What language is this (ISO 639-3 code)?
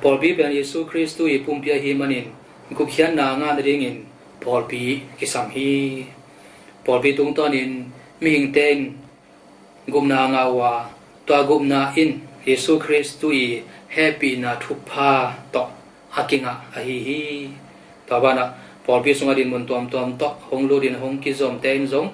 ctd